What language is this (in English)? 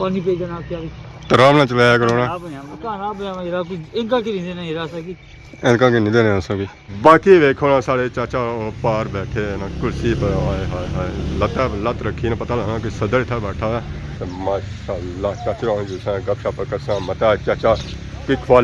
Pahari-Potwari